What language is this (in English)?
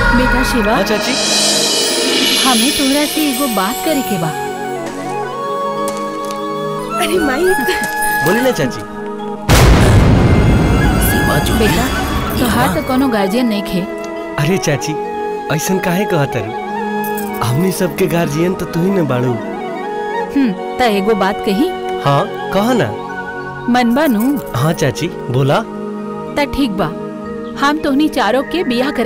Bhojpuri